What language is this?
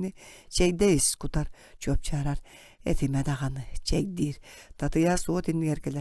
Yakut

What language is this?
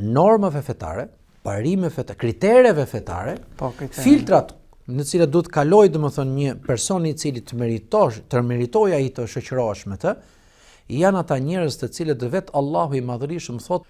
Albanian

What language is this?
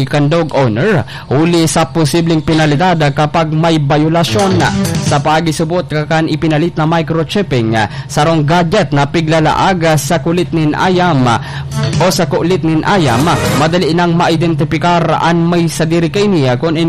Bikol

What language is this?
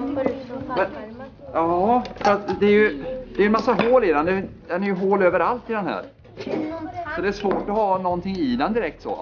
Swedish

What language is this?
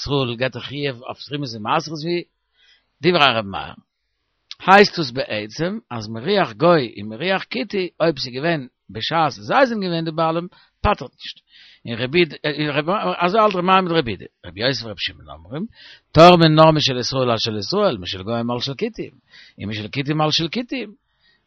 Yiddish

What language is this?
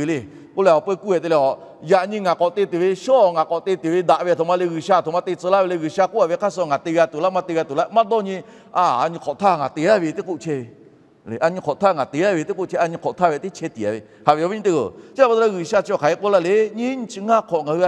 Lahu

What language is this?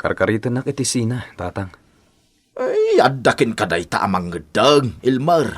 Iloko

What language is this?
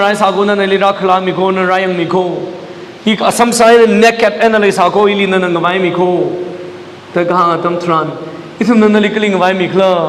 Tangkhul Naga (India)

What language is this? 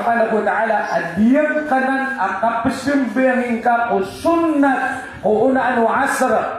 Maranao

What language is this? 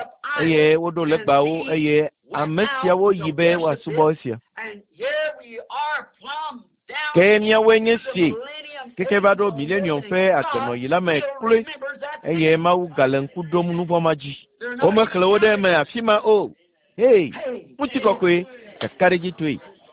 Ewe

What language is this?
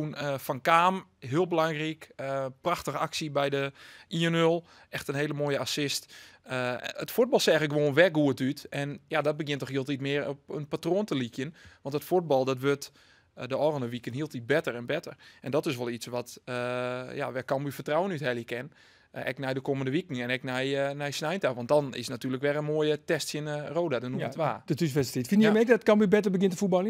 Western Frisian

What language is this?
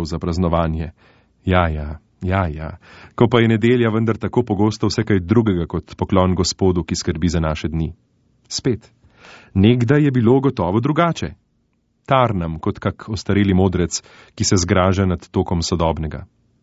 Slovenian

